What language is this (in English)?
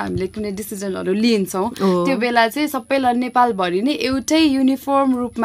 Nepali